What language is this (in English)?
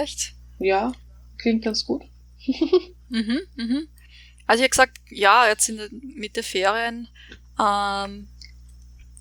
German